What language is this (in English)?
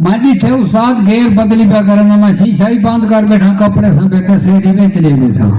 Saraiki